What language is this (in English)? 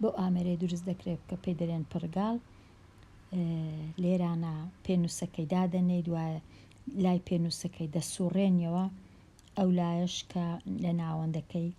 Central Kurdish